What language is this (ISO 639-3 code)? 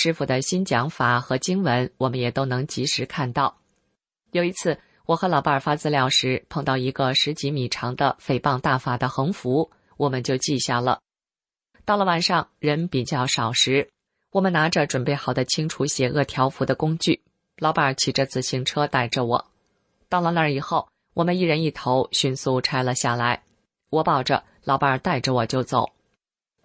zho